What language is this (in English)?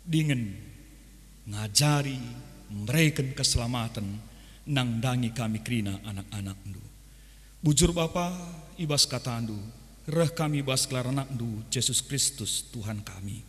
Batak Karo